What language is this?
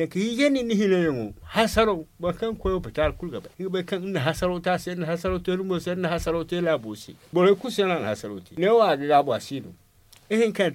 Zarma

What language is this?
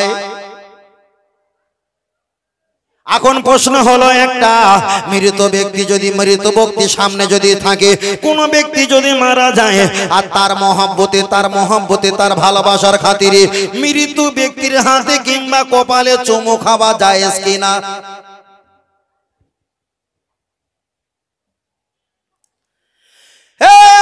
Bangla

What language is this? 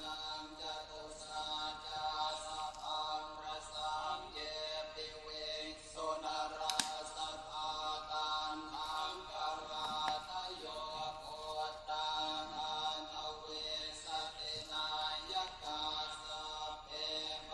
Pali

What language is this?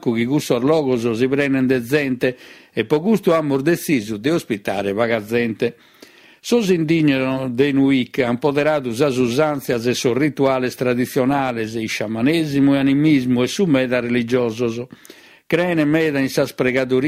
Sardinian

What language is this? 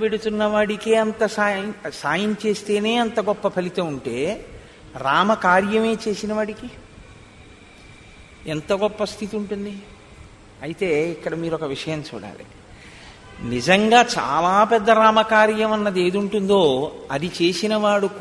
Telugu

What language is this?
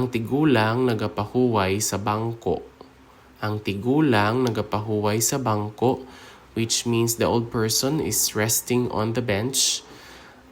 Hiligaynon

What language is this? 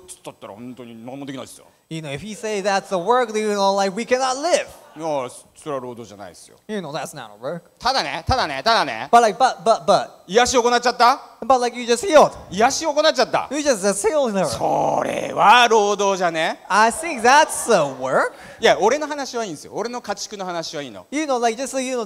Japanese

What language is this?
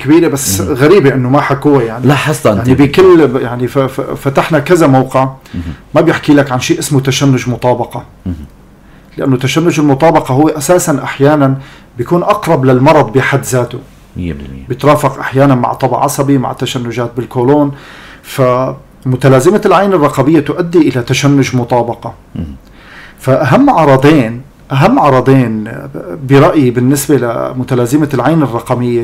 North Levantine Arabic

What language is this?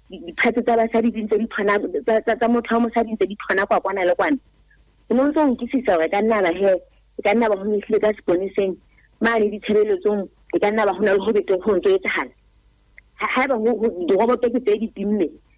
Southern Sotho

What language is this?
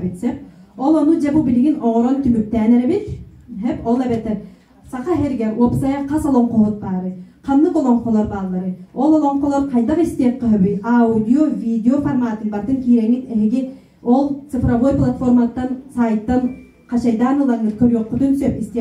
Yakut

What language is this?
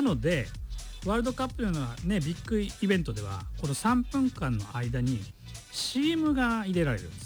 Japanese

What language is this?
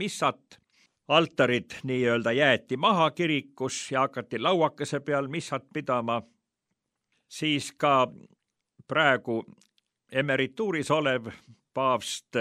Estonian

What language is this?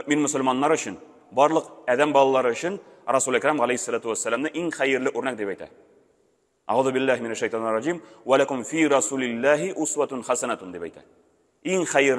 Tatar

